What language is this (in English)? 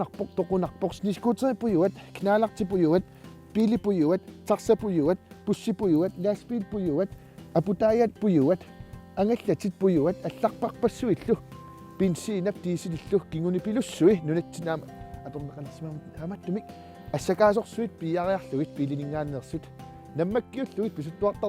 Kalaallisut